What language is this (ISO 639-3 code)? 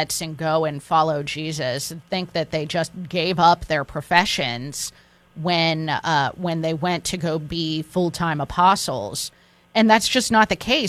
eng